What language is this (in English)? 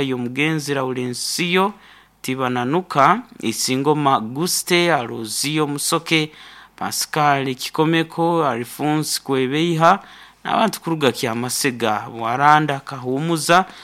Nyankole